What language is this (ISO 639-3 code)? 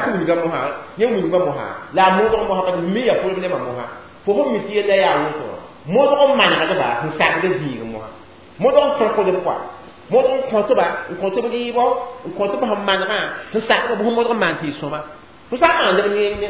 mos